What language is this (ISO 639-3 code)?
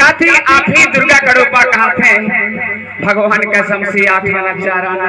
hne